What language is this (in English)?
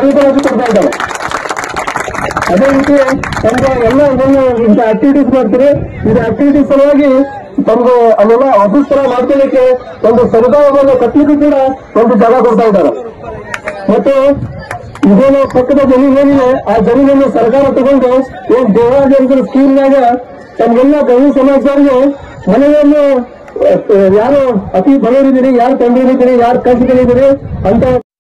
Kannada